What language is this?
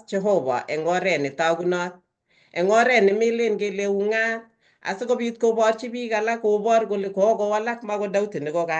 Kalenjin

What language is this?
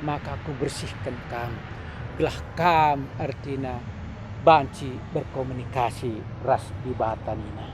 Batak Karo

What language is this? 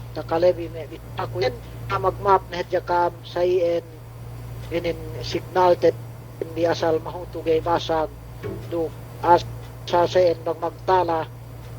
Yakan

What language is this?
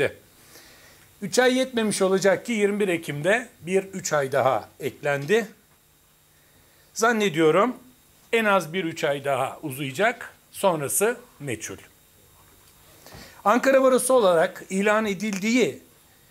Turkish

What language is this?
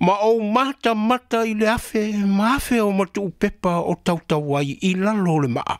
Samoan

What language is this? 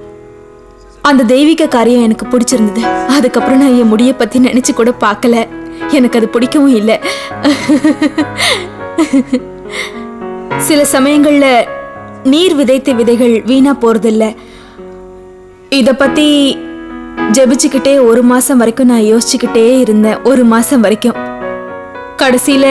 Tamil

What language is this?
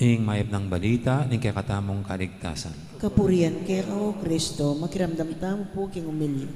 Pampanga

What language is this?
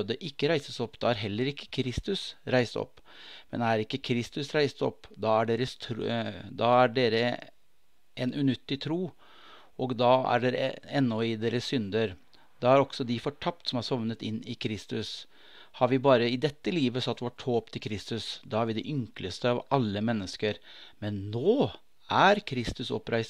Norwegian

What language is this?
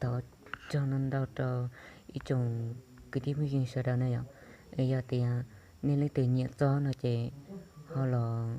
Hmong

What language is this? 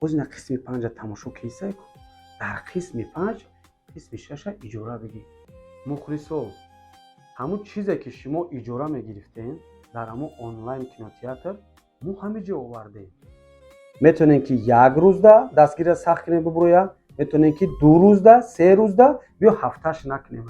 Tajik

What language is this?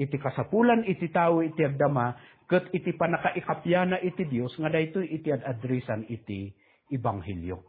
Iloko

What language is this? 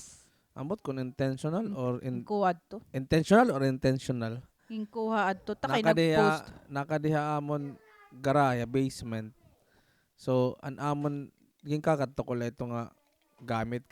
Waray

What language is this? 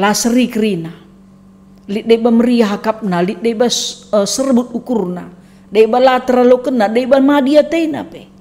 Batak Karo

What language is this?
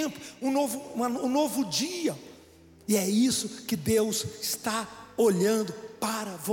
Portuguese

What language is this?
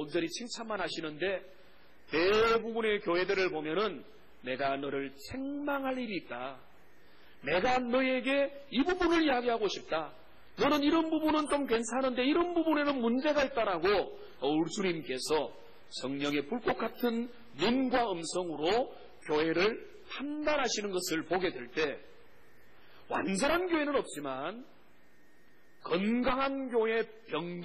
Korean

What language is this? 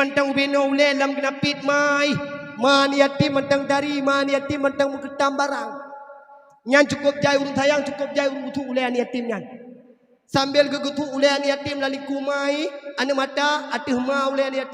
Achinese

